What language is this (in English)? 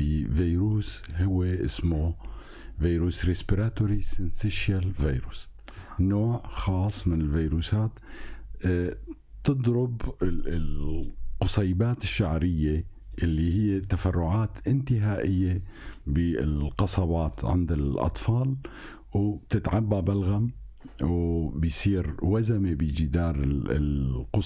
North Levantine Arabic